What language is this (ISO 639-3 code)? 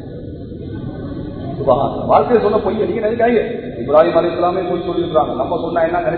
tam